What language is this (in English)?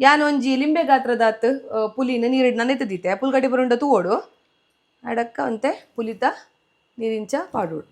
Tulu